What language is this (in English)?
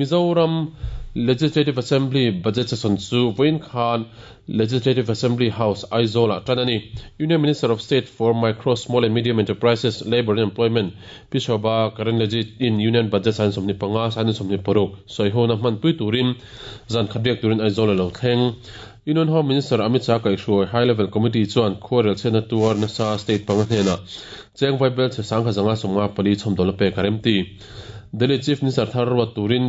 Mizo